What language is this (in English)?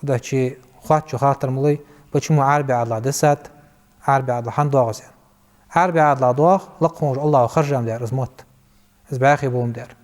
Ingush